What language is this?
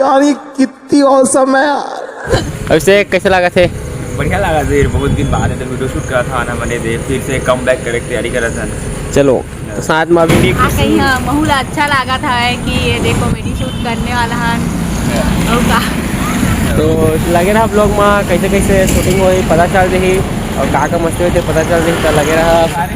Chhattisgarhi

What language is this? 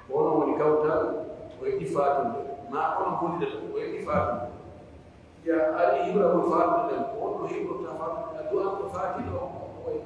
Pular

